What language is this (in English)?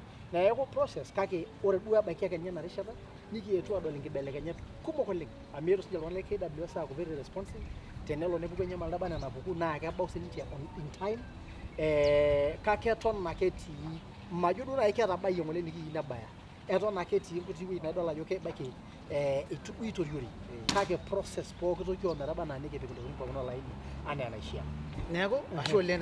Masai